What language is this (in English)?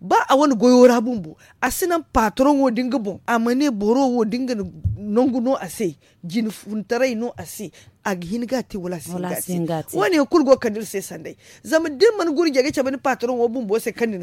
Zarma